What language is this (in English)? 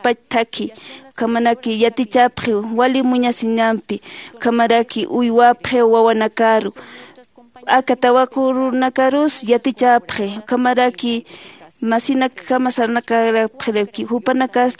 Aymara